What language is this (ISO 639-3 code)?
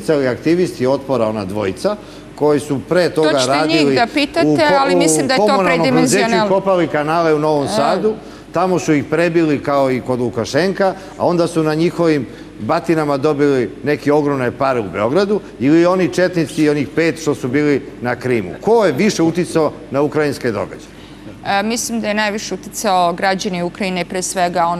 srp